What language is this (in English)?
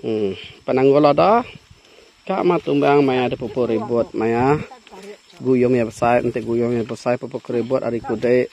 Iban